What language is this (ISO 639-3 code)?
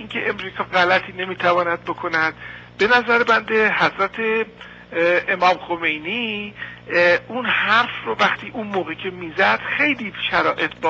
fas